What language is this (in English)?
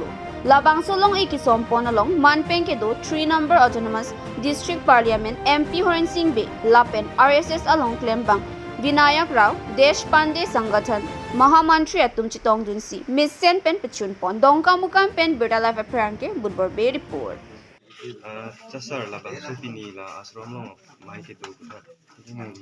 Karbi